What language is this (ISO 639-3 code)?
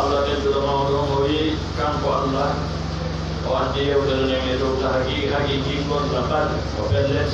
ful